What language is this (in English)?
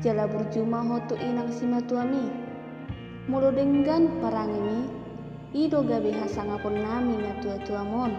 Batak Toba